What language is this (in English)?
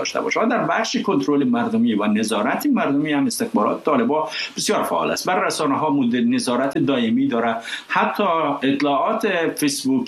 Persian